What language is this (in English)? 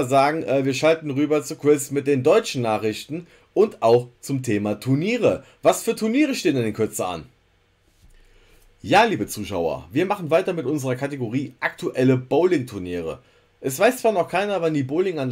German